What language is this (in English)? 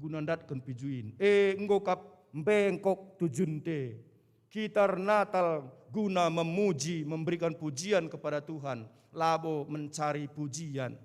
Batak Karo